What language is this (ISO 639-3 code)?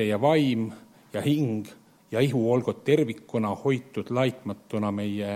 est